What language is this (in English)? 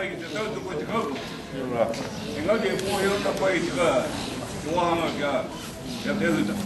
Māori